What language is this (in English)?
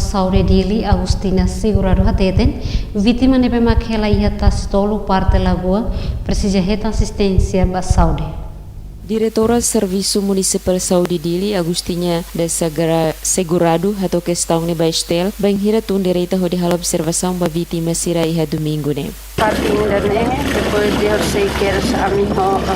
Tetum